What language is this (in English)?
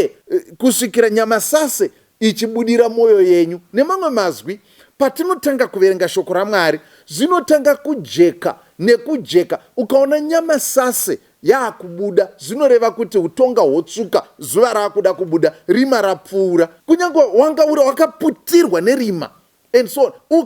Shona